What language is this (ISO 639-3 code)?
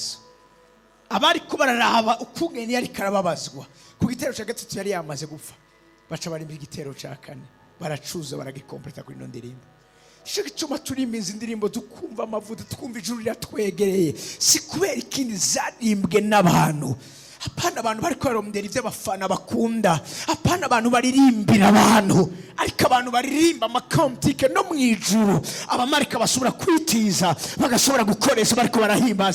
run